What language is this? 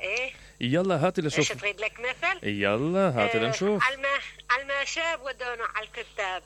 Mesopotamian Arabic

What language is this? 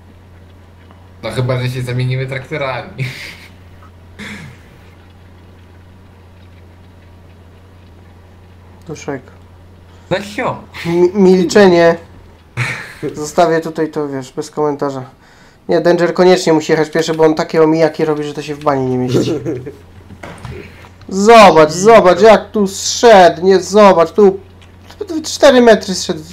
Polish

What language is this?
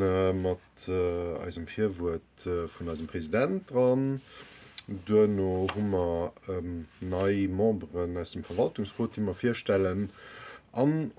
Luxembourgish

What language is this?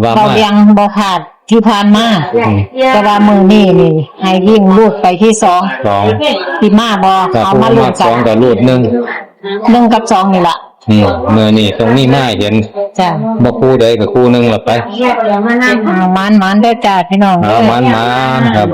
Northeastern Thai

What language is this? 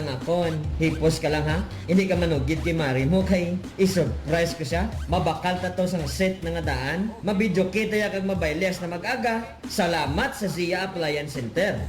Hiligaynon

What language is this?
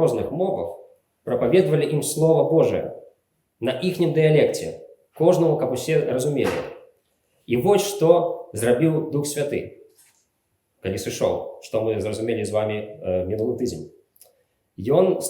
Belarusian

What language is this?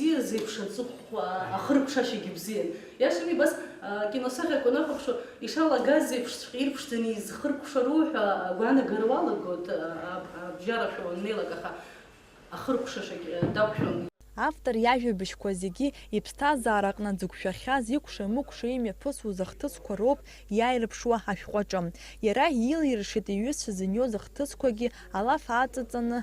Abkhazian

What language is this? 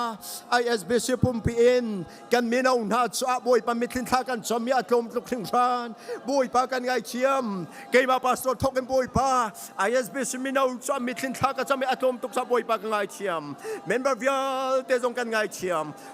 Hakha Chin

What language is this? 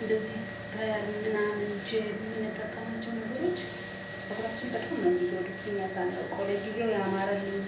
Amharic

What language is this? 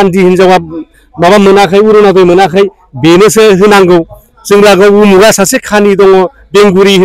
Bodo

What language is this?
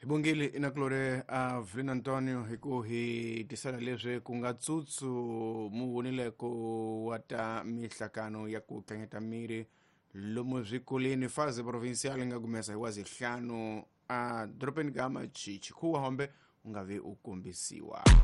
Tsonga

